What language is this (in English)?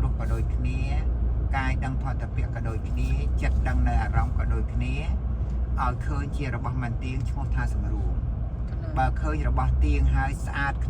Khmer